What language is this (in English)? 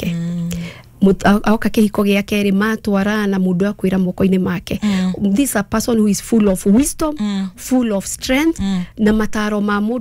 Kikuyu